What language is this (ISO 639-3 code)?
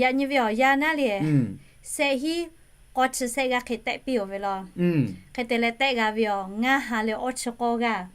lhu